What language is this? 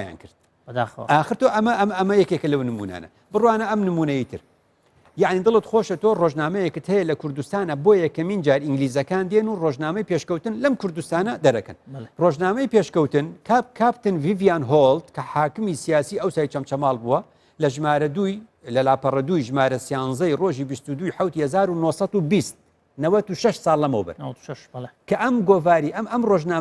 Central Kurdish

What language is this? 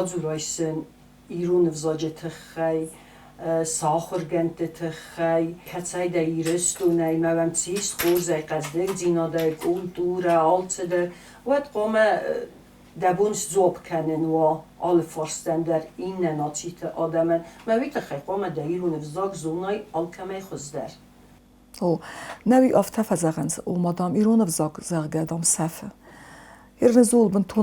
Ossetic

